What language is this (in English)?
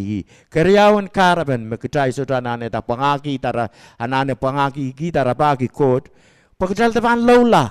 Pohnpeian